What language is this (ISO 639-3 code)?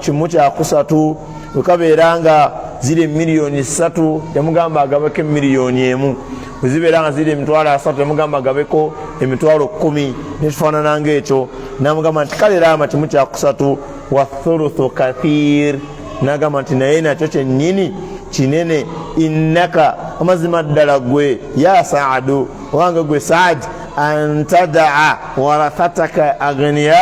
lug